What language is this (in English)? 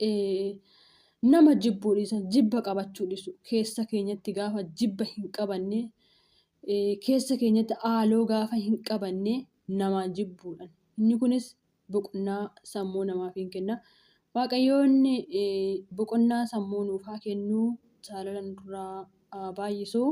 Oromo